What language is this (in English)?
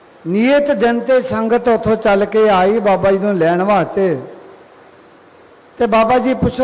Punjabi